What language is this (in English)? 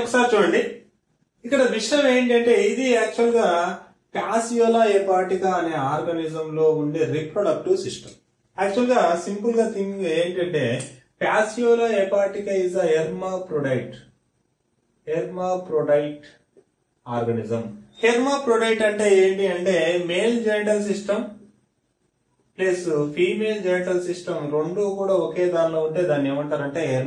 Telugu